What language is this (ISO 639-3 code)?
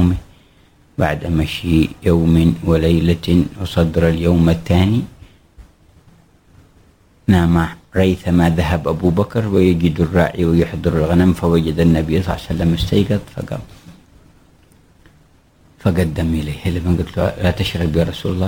ara